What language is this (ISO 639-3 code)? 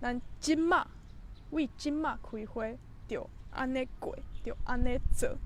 nan